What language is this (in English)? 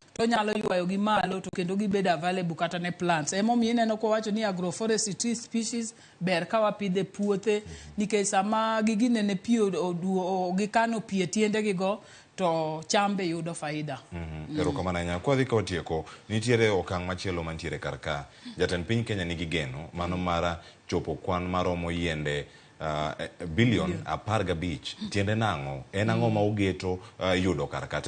Luo (Kenya and Tanzania)